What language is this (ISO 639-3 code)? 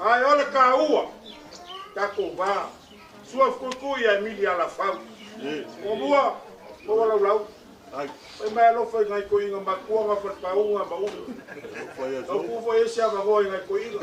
smo